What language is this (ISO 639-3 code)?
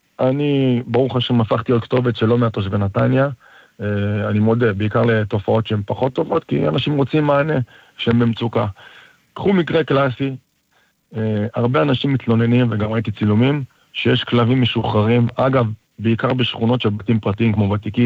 heb